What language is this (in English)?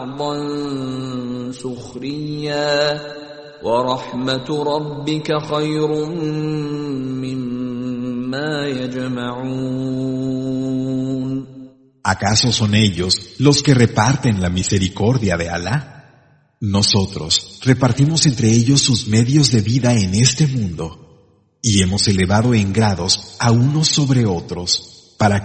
Spanish